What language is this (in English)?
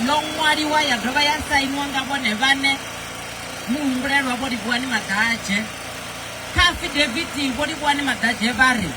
Venda